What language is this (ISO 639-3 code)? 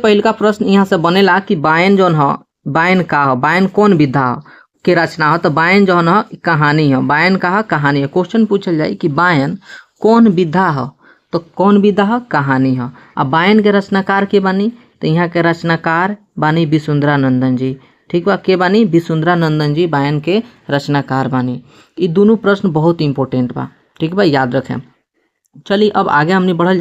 bho